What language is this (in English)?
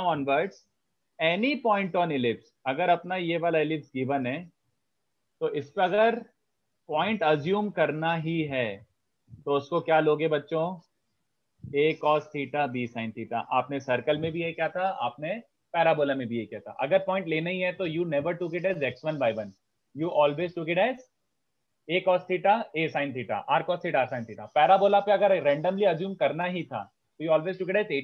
Hindi